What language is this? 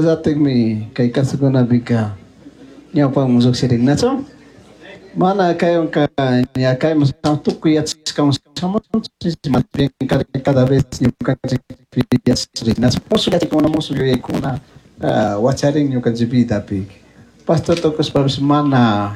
Chimborazo Highland Quichua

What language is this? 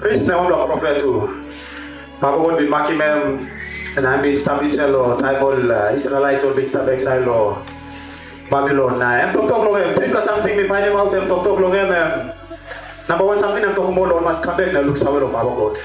Tok Pisin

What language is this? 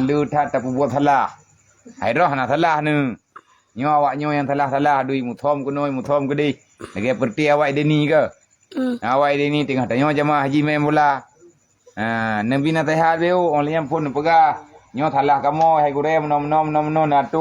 Achinese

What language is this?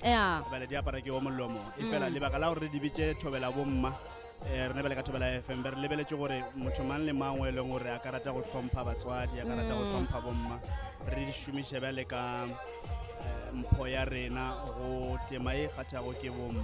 Northern Sotho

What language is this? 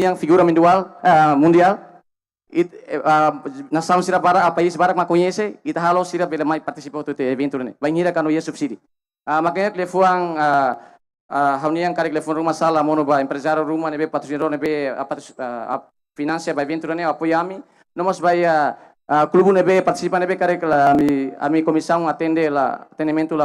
Tetum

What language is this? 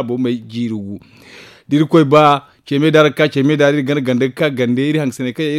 Zarma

